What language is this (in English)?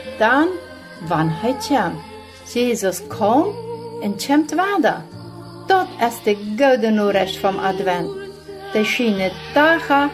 Plautdietsch